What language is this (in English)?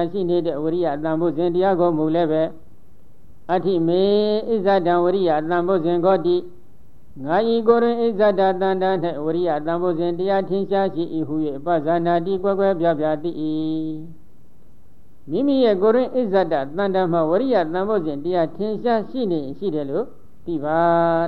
Burmese